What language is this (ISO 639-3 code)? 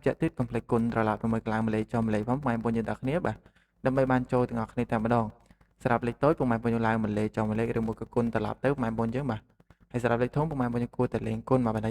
khm